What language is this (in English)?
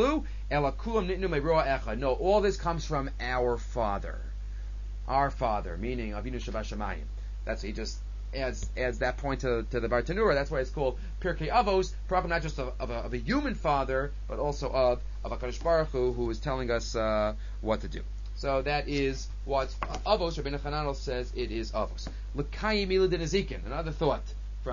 English